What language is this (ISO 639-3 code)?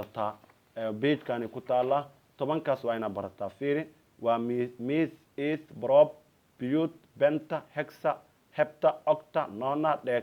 som